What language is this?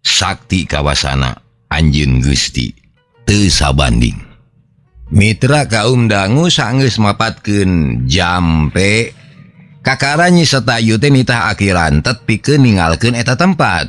Sundanese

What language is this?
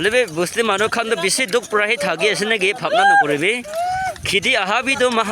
Naga Pidgin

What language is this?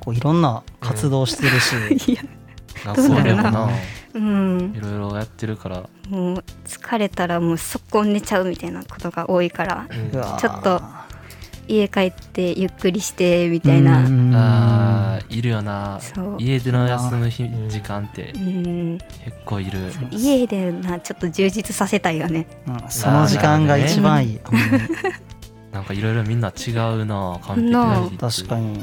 Japanese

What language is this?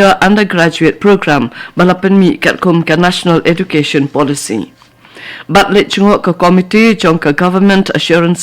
Khasi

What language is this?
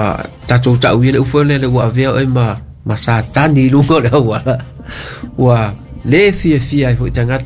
Samoan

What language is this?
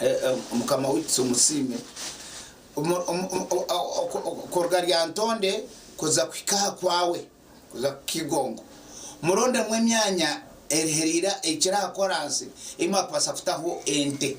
Nyankole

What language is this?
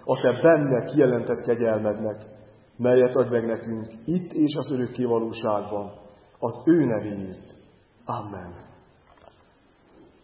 Hungarian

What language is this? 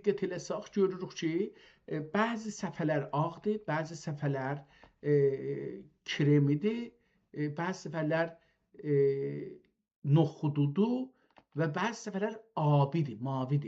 South Azerbaijani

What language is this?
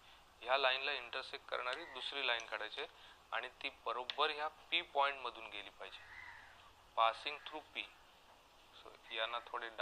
Marathi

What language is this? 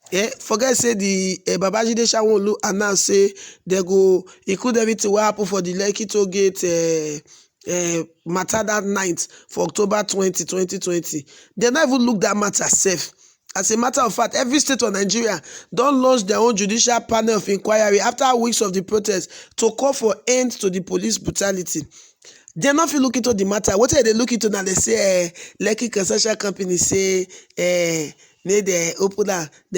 Nigerian Pidgin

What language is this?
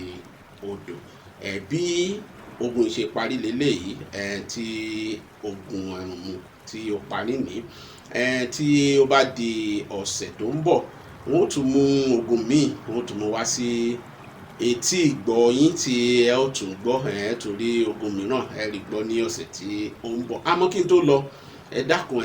Yoruba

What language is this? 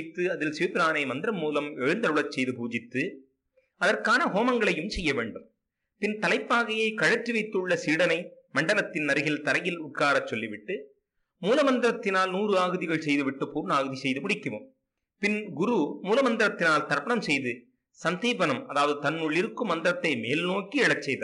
Tamil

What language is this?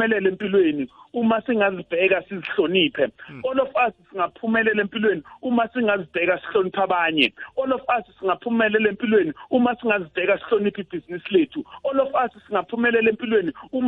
South Ndebele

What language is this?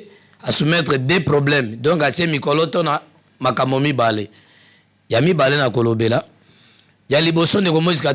Lingala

